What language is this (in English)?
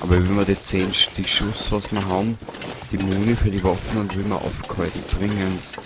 Bavarian